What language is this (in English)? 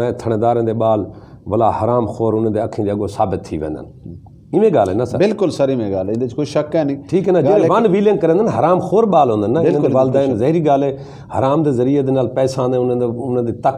Saraiki